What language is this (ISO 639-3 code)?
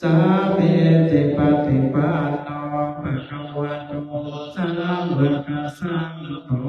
pli